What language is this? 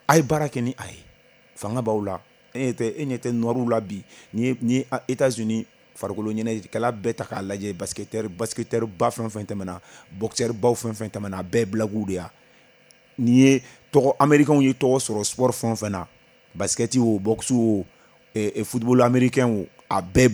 Bambara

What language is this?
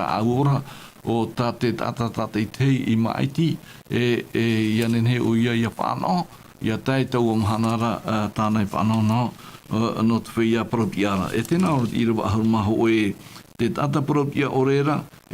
Tahitian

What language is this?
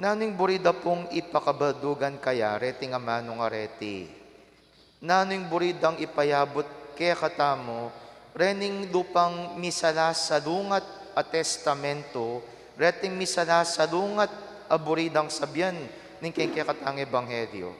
Pampanga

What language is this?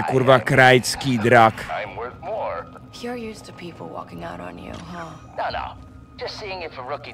Czech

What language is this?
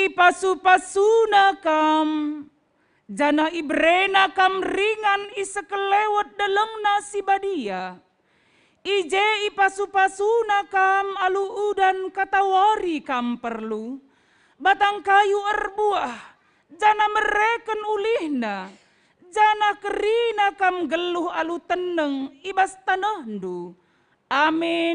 Batak Karo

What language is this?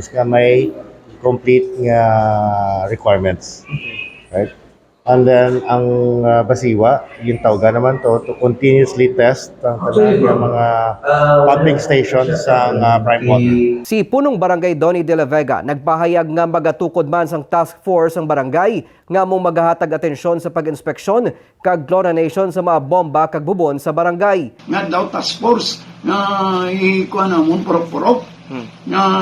Hiligaynon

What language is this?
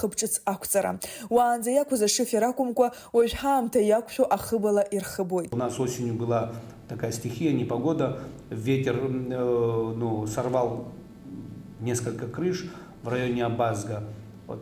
Abkhazian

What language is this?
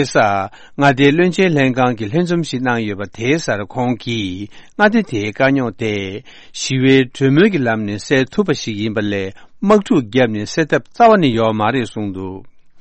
Tibetan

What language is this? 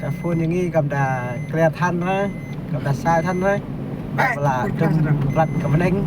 Khasi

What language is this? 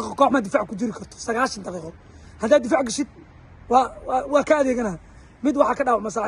Somali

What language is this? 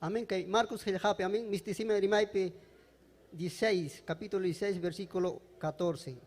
Ayacucho Quechua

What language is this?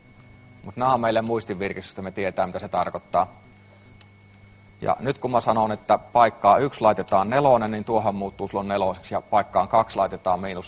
Finnish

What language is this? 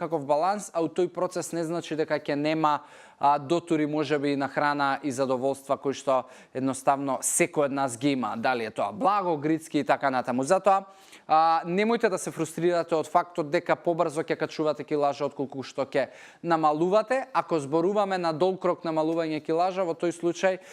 Macedonian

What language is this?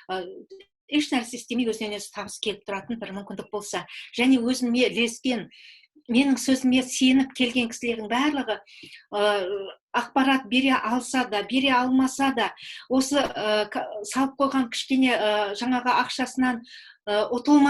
Kazakh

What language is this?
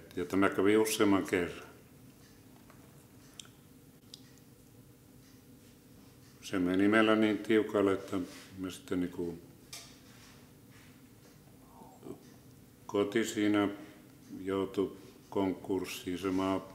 Finnish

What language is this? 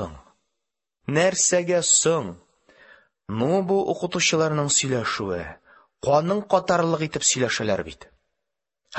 Tatar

